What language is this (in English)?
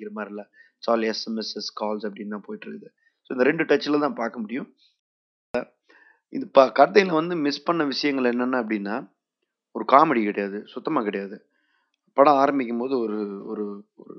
Tamil